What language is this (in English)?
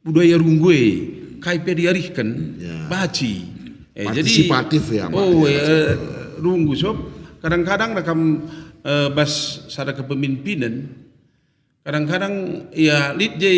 Batak Karo